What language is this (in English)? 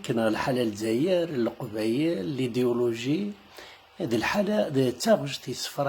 Kabyle